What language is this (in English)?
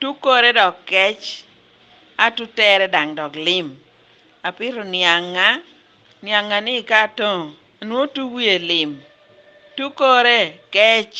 Lango (Uganda)